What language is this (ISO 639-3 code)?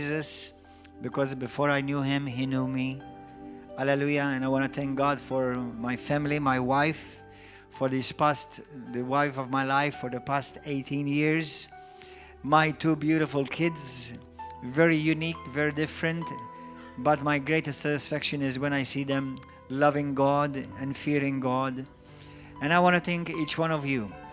eng